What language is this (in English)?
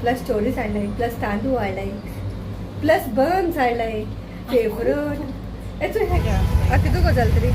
Konkani